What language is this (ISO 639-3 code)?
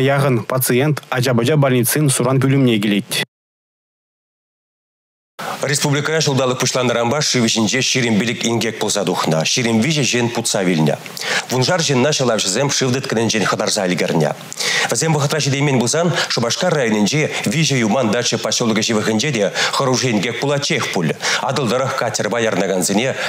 chv